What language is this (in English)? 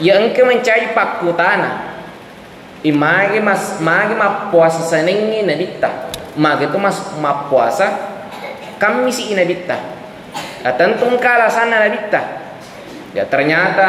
Buginese